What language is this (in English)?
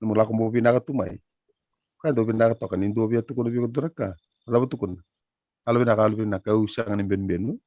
Fijian